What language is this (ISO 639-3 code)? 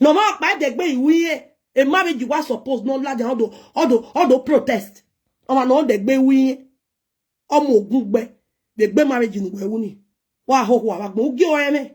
pcm